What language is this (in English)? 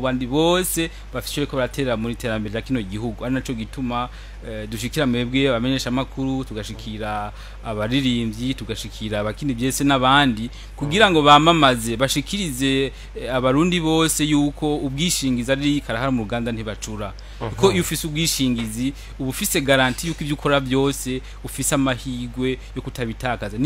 Rundi